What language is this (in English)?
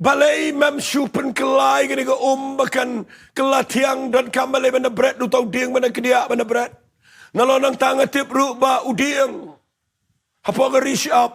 Khasi